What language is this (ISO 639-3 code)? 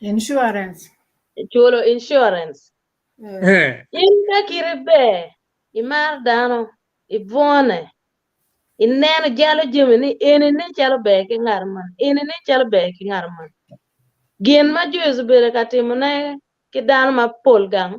ach